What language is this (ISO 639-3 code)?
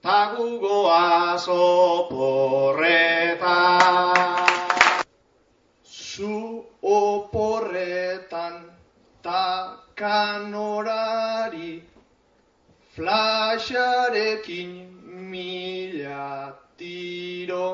eus